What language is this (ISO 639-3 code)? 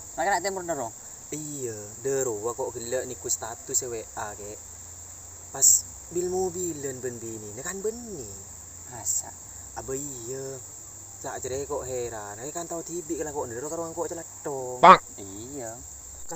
mad